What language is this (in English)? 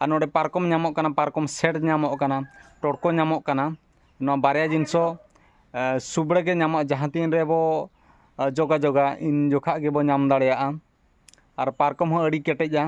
Santali